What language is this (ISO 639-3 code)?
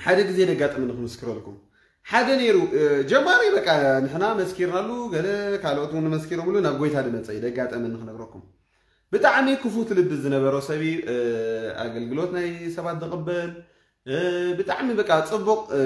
tir